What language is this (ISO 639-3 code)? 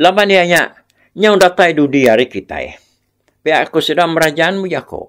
iba